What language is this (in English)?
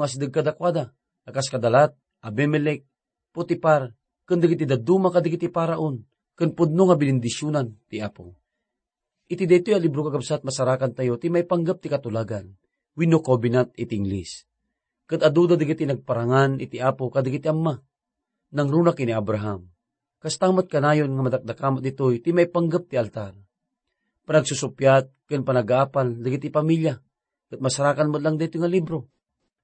Iloko